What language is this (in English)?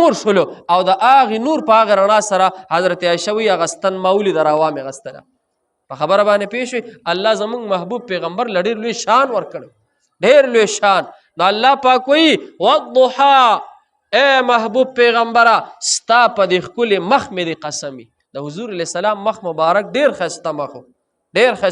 Pashto